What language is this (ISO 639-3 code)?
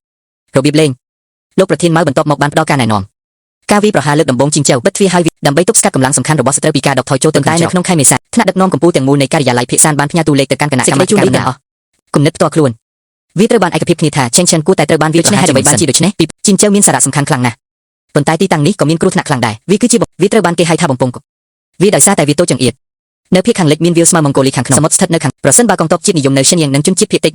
khm